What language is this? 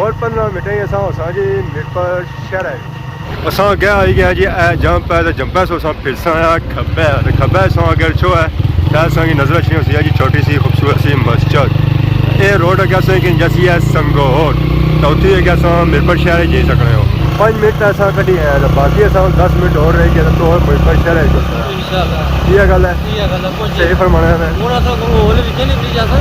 Pahari-Potwari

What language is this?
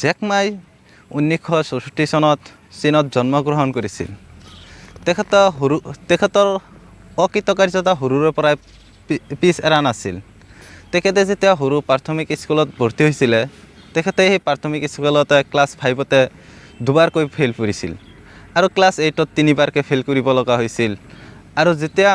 Assamese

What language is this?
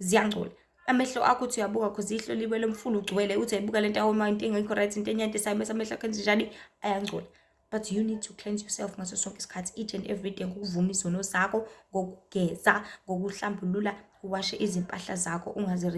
Zulu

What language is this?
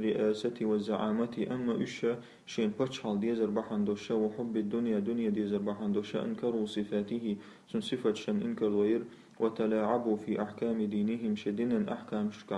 Chechen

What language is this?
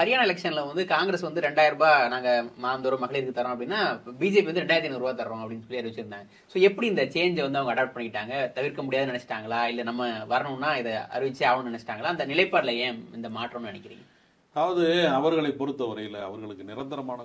Tamil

